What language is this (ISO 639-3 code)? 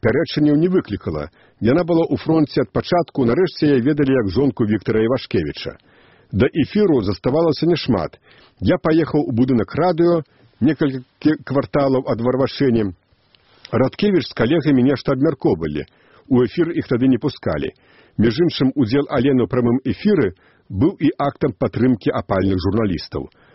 bel